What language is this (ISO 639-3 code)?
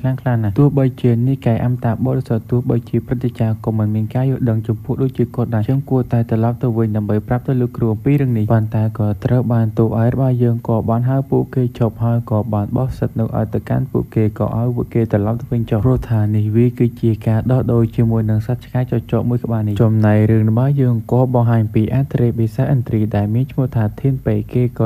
khm